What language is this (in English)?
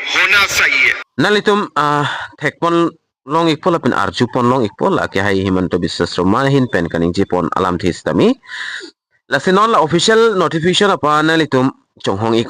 Karbi